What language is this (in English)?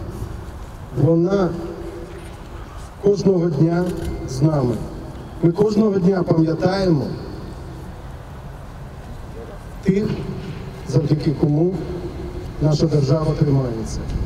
Ukrainian